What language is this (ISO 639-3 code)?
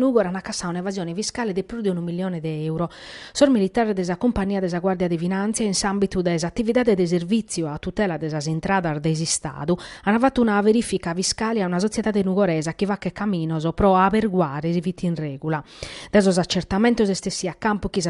srd